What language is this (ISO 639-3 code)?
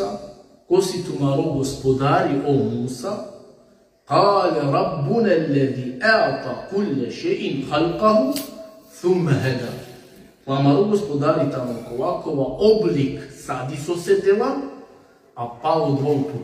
rmn